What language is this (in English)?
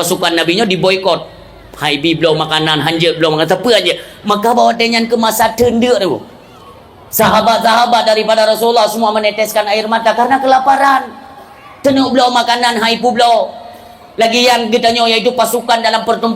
Achinese